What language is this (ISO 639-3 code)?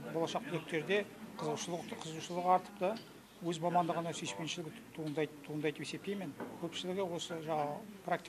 kaz